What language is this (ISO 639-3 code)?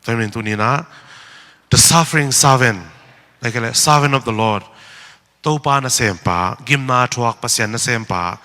ctd